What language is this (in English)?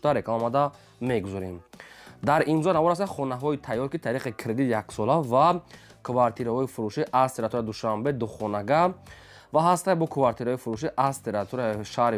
Tajik